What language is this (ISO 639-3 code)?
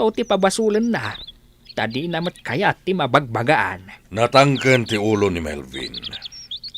ilo